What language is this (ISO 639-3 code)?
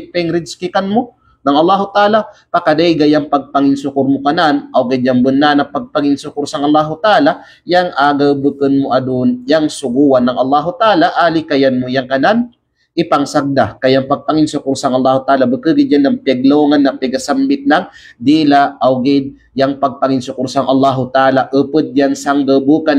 kqe